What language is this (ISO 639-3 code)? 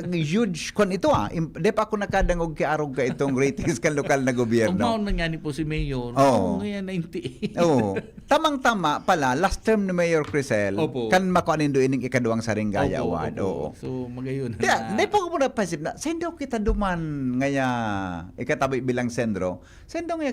bik